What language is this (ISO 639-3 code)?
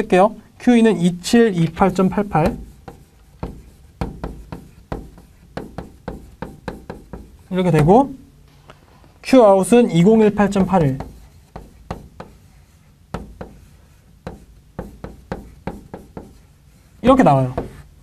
kor